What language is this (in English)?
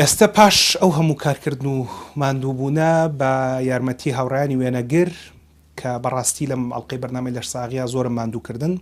Central Kurdish